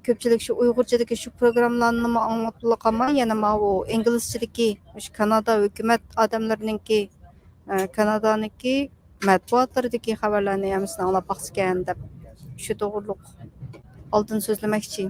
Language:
Uyghur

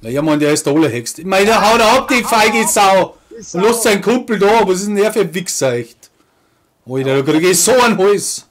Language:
Bavarian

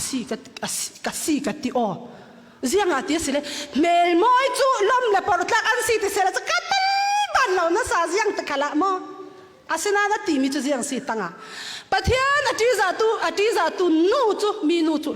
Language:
Falam Chin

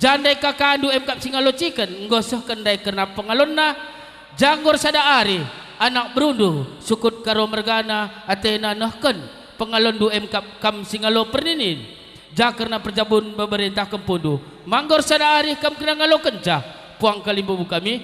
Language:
Batak Karo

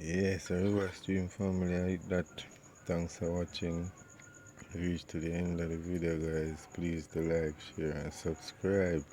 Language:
Jamaican Creole English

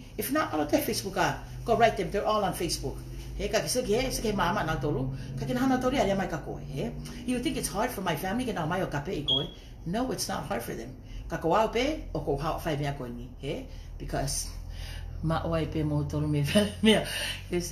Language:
Tongan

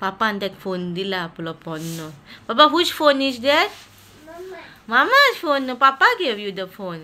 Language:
Konkani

